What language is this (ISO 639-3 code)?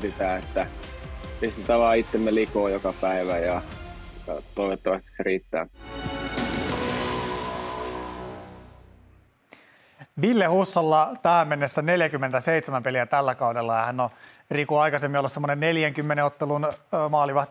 fin